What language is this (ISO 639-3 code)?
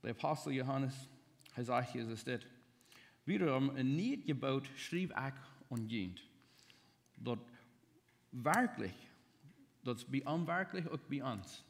pdt